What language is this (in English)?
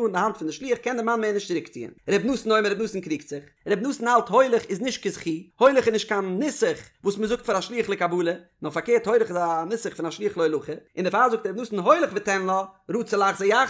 Yiddish